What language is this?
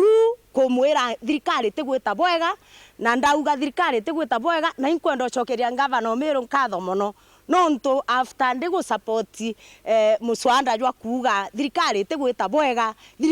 Meru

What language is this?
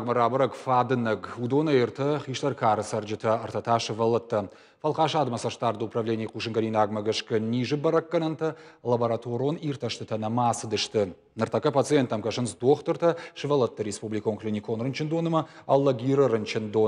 Ossetic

